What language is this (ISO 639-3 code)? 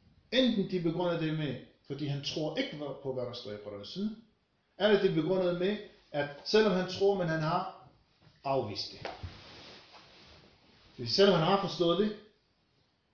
dan